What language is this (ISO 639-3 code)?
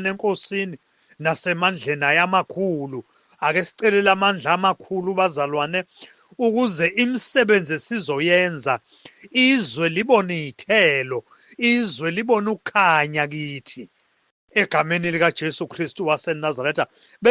zul